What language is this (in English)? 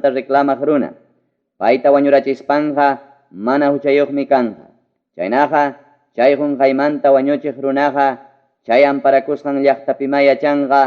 Ayacucho Quechua